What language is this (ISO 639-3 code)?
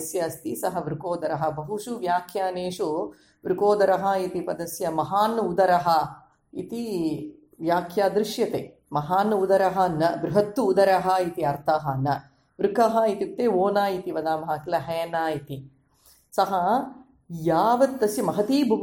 san